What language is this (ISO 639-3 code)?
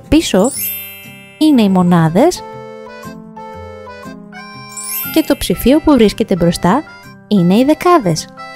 ell